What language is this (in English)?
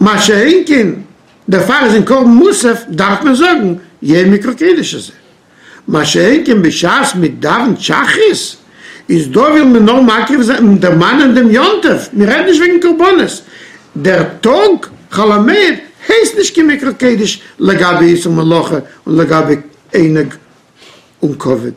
Yiddish